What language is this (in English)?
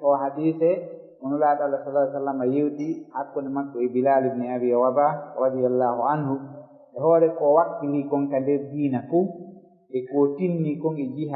Fula